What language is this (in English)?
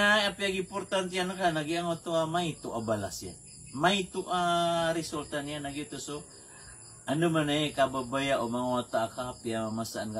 Maranao